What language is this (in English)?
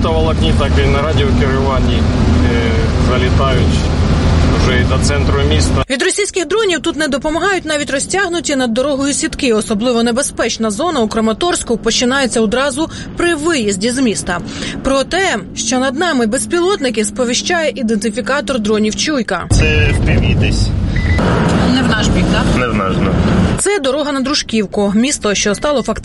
Ukrainian